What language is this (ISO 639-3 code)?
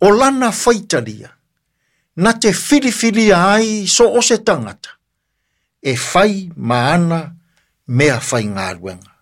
smo